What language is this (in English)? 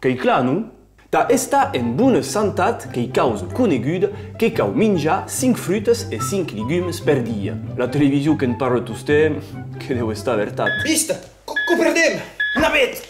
Occitan